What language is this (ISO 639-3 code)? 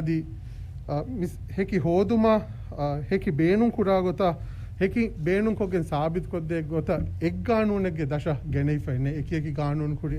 div